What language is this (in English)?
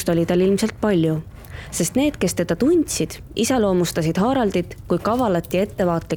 Estonian